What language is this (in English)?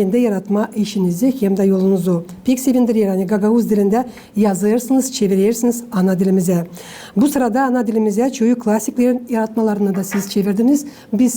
Gagauz